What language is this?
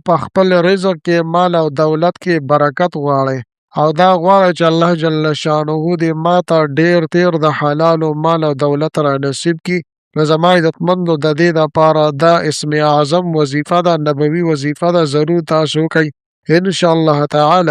Pashto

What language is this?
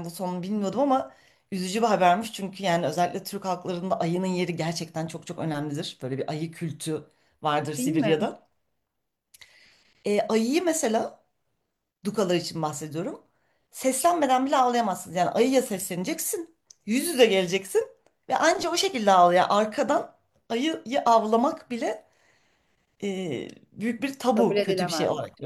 Turkish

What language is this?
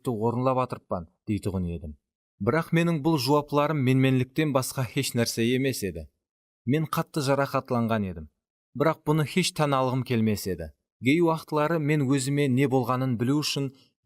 Kara-Kalpak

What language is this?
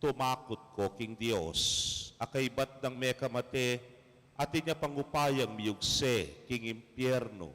Pampanga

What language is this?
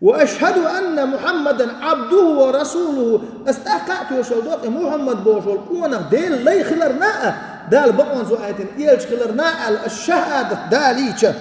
Chechen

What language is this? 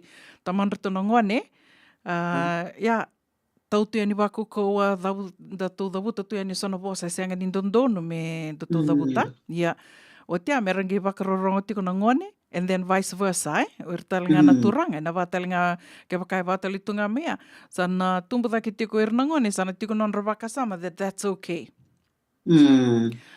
Fijian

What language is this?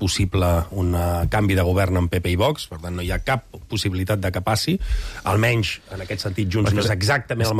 Catalan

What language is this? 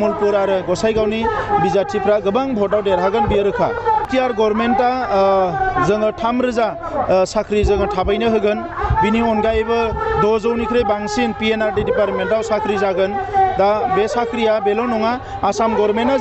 Bodo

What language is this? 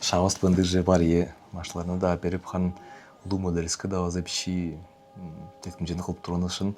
Tuvinian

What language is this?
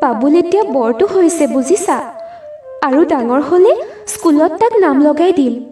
Assamese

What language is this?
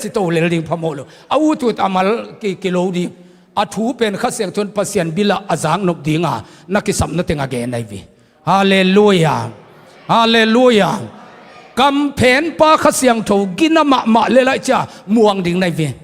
Tedim Chin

